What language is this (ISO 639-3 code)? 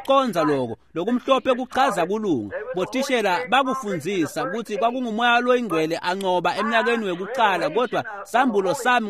ssw